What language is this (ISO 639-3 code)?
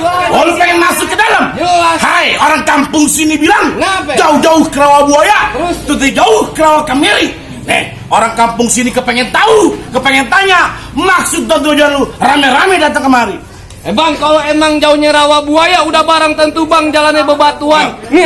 bew